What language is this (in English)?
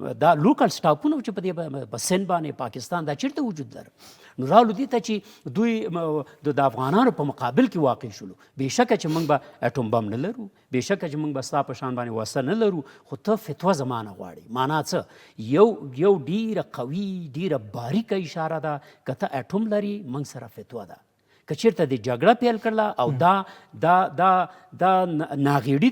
Pashto